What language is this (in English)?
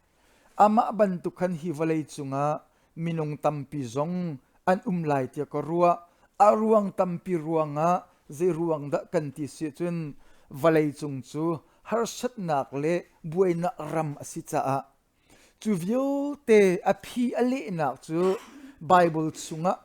Hakha Chin